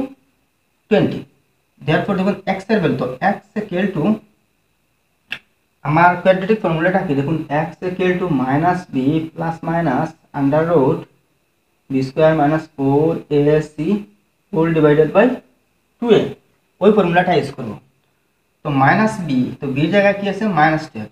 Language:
Bangla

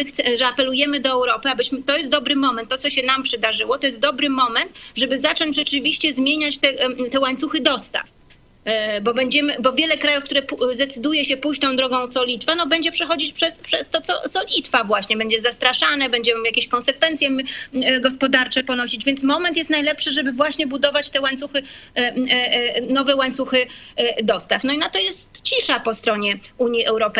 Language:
Polish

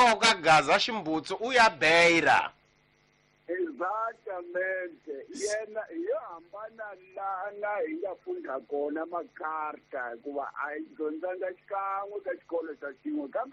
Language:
Tsonga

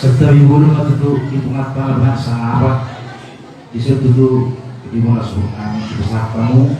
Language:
Batak Toba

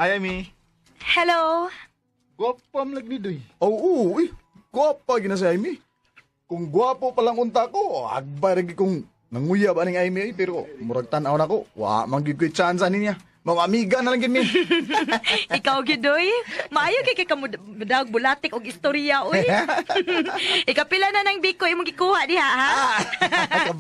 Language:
Cebuano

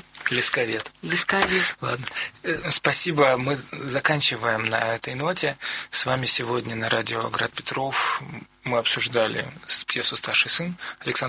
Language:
Russian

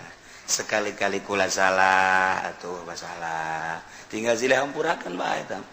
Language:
Sundanese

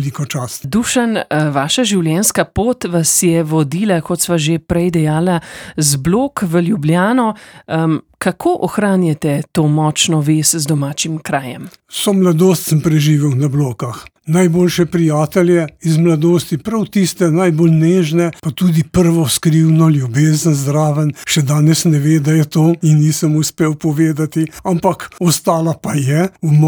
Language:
Slovenian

